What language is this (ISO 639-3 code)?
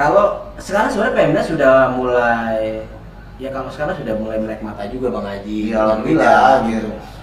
bew